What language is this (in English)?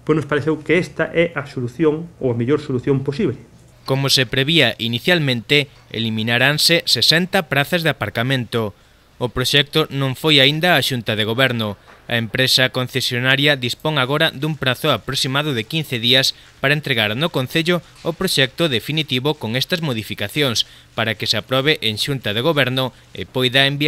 Galician